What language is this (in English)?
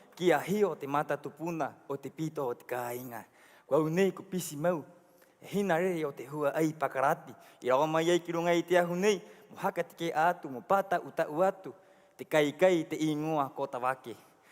Rapanui